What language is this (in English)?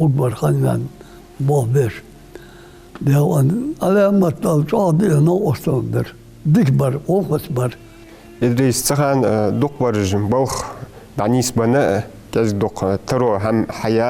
Ingush